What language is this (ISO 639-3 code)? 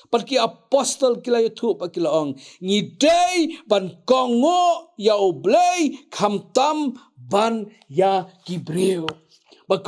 kha